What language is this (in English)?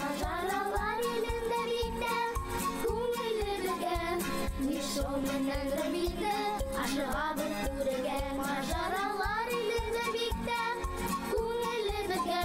Bashkir